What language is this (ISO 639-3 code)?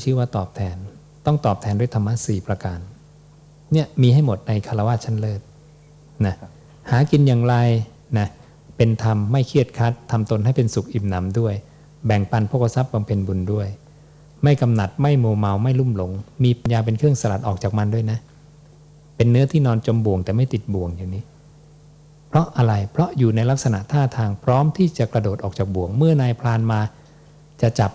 tha